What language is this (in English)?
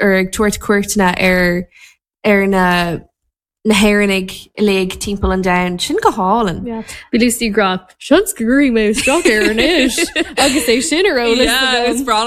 Irish